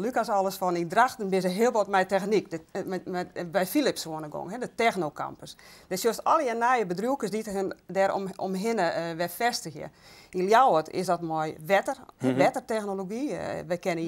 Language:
Western Frisian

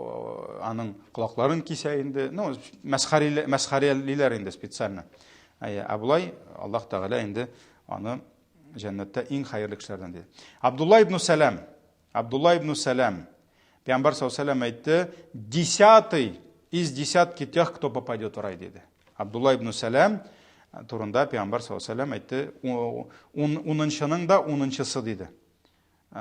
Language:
Tatar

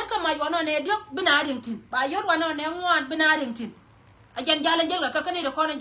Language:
Nuer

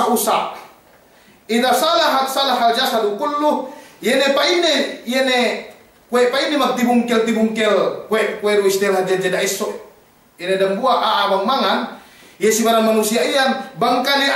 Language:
Yakan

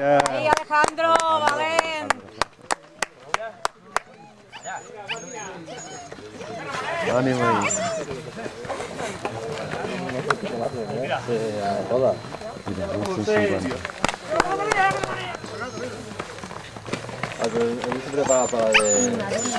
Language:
Catalan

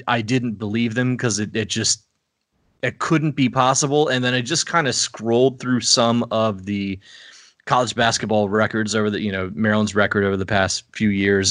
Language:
English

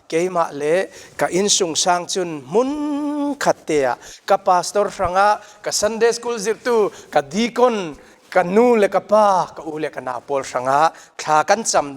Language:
Falam Chin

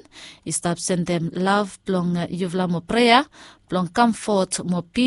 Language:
Bislama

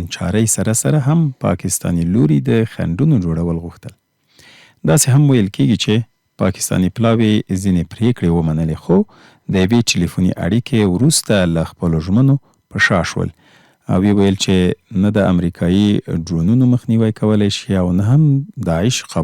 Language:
Pashto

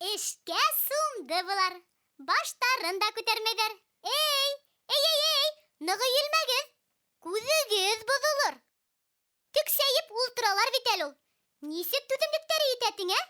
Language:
Bashkir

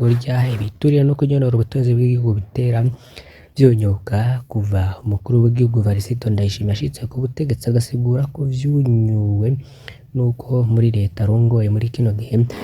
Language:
Rundi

